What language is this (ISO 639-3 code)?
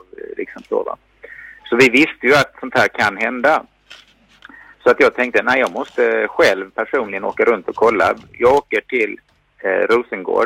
swe